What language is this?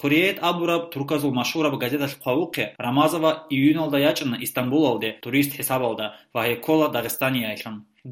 Avaric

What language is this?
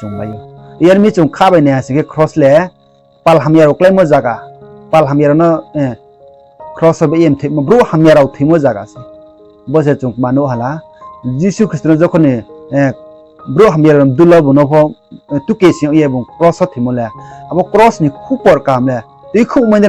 Riang (India)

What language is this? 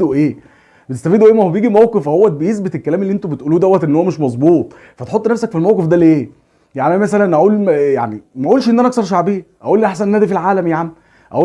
Egyptian Arabic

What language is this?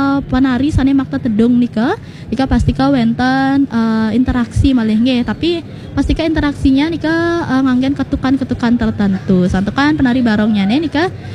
Balinese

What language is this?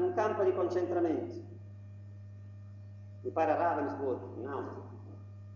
Italian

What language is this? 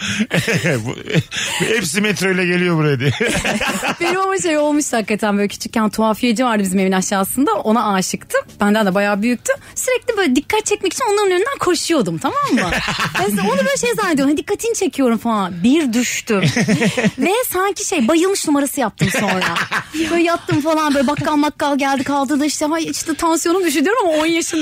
Turkish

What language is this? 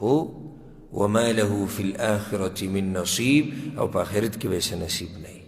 Pashto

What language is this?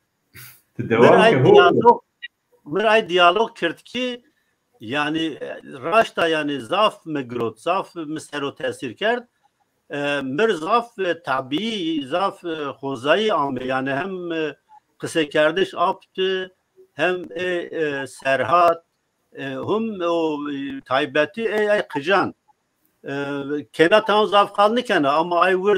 Zaza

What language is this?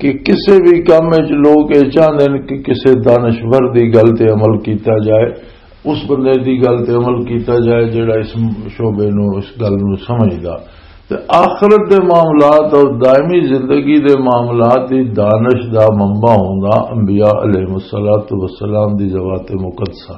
Western Panjabi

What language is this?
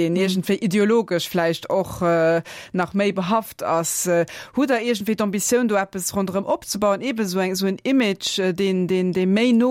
Luxembourgish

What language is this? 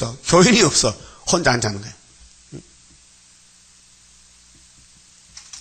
Korean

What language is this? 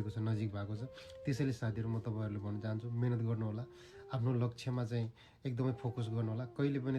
Nepali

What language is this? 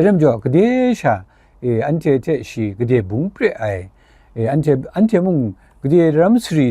Kachin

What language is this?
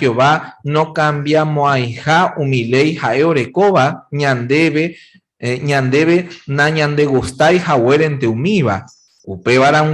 Guarani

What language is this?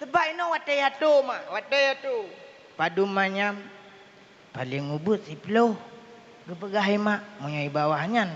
Achinese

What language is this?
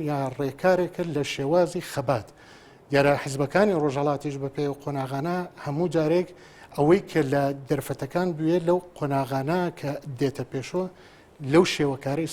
Central Kurdish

